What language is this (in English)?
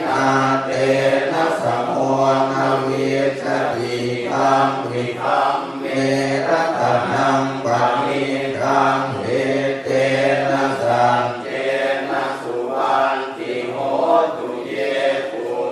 Pali